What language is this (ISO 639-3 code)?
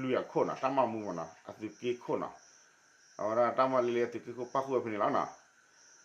ksw